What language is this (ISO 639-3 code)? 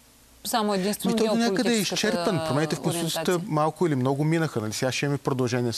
bul